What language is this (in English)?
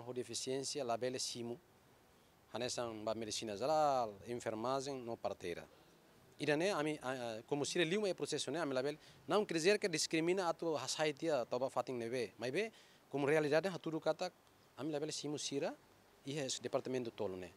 Tetum